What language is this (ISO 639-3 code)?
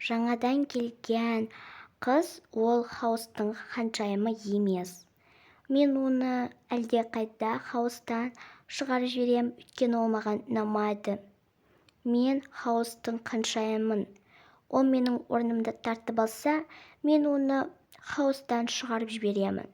kaz